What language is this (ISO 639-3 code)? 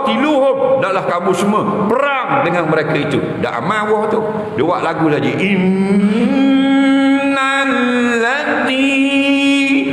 msa